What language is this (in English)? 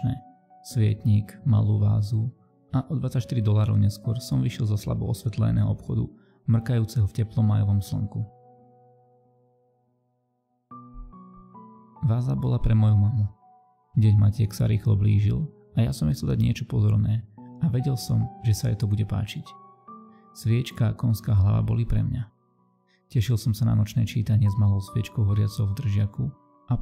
Slovak